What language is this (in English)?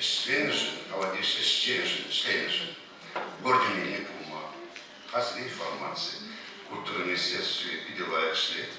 Chuvash